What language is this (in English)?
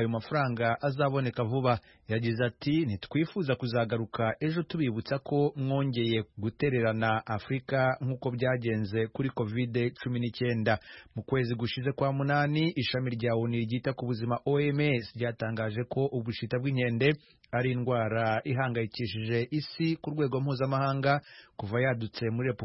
Kinyarwanda